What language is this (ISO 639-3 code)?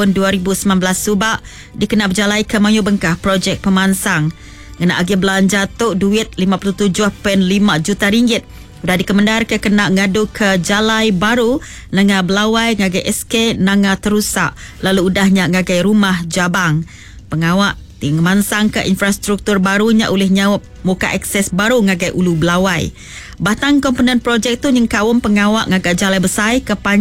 iba